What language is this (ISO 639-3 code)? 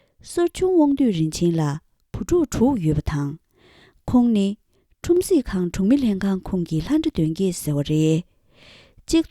bod